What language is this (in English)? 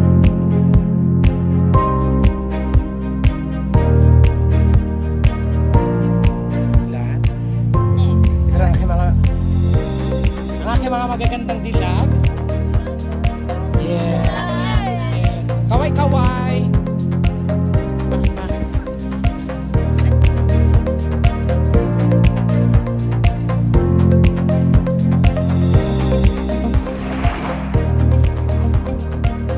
Filipino